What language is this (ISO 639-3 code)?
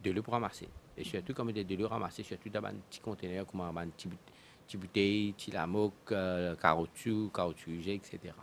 mfe